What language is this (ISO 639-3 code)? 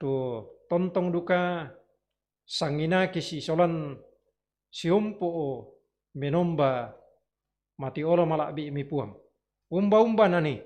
sda